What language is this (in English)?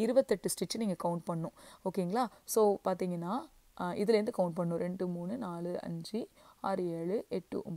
Tamil